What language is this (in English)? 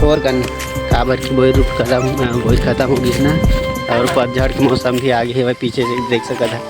Chhattisgarhi